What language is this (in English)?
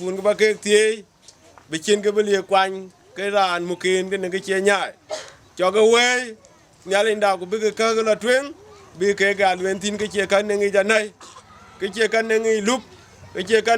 Dinka